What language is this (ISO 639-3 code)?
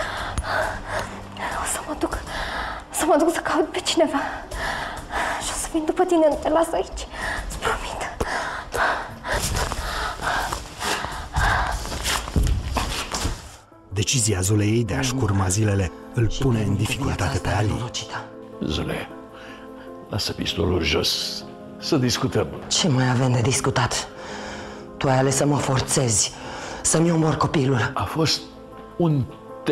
ron